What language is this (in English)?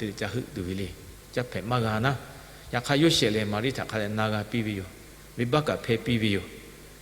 Lahu